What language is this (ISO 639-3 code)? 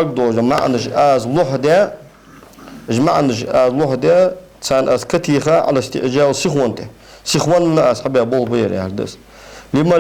inh